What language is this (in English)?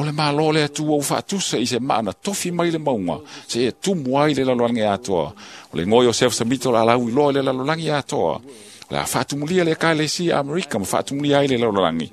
Samoan